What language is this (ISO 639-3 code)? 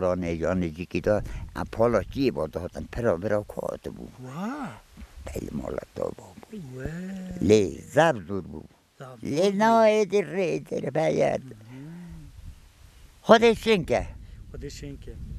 kur